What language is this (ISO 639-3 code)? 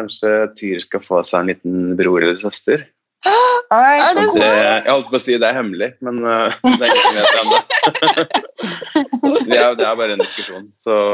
nor